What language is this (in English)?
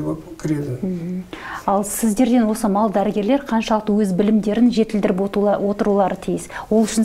Kazakh